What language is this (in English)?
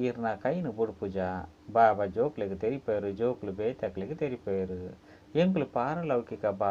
Tulu